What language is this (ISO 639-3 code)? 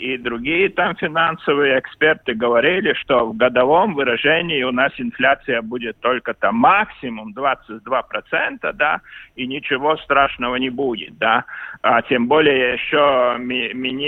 rus